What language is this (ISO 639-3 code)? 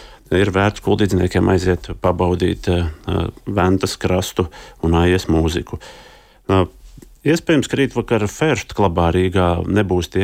lav